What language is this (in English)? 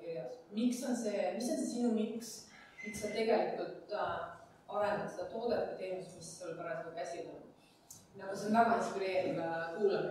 Estonian